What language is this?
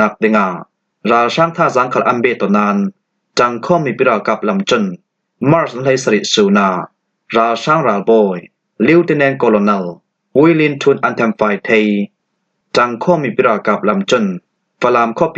Falam Chin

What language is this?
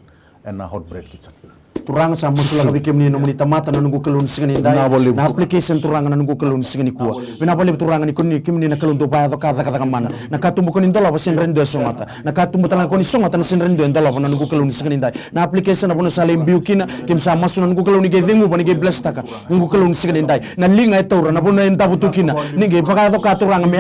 Fijian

